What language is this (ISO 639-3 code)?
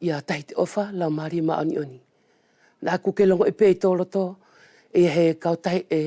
wls